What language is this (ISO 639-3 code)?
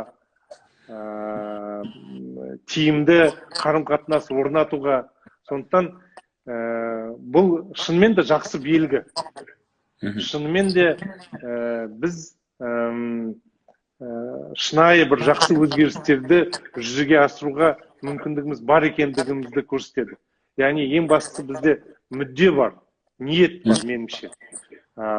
kaz